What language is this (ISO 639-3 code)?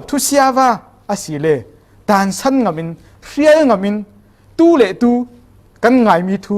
cfm